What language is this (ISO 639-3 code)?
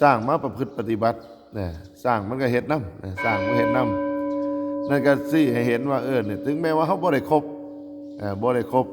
tts